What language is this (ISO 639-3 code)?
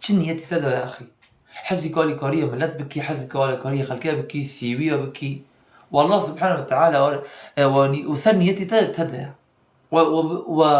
kur